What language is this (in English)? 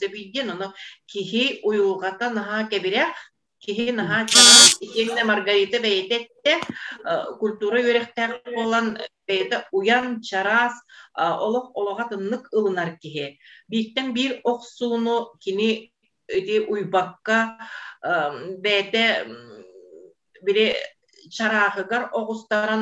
Yakut